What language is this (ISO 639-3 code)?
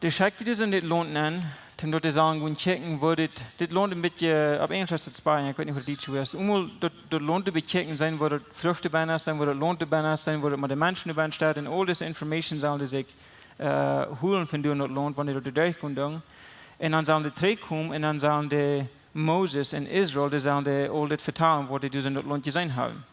pdt